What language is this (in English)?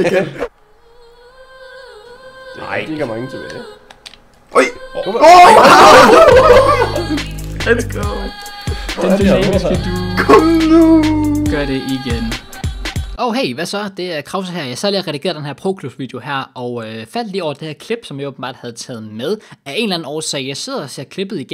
Danish